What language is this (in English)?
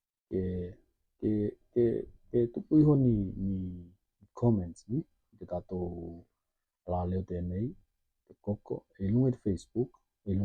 Tokelau